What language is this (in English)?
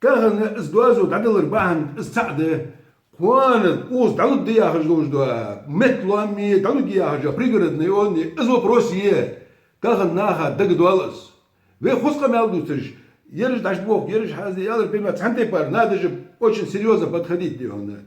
Ingush